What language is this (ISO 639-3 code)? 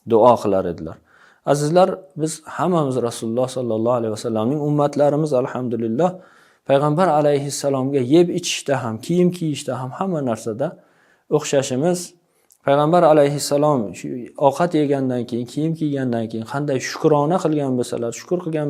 uzb